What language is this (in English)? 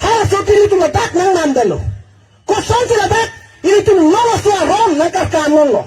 Karbi